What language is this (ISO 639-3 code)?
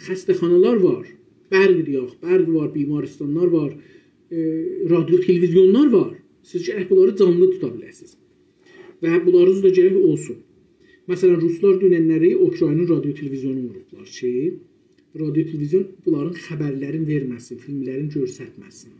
azb